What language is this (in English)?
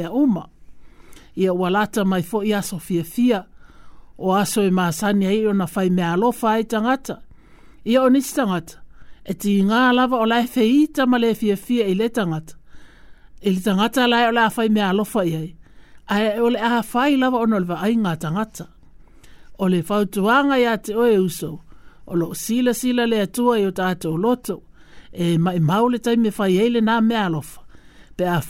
Samoan